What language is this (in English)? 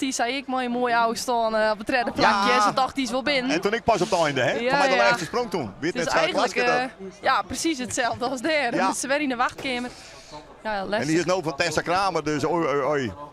Western Frisian